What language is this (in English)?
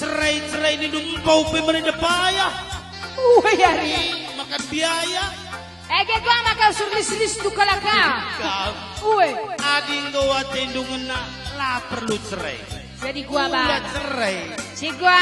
Batak Karo